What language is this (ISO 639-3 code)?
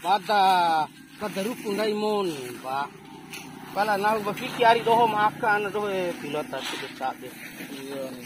bhp